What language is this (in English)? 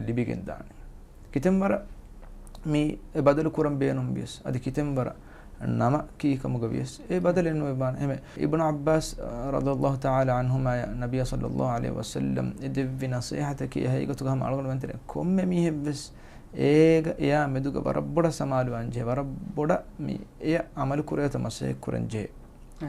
Divehi